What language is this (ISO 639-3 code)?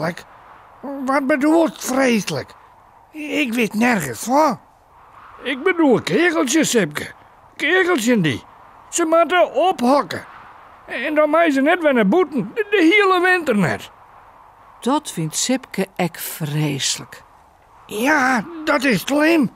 fry